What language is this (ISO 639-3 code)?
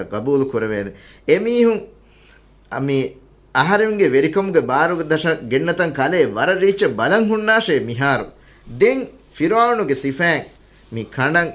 div